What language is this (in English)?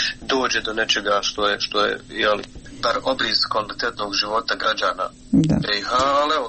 Bosnian